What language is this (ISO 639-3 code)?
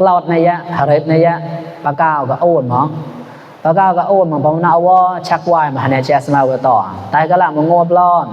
mnw